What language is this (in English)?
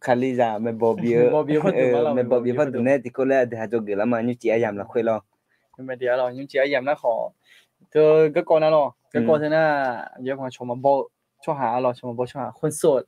Akha